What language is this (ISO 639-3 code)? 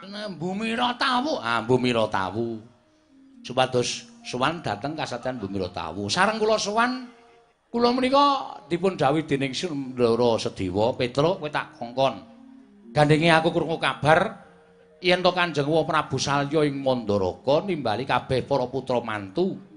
jav